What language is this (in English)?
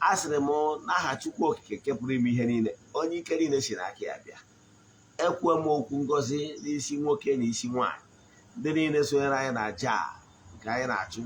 Igbo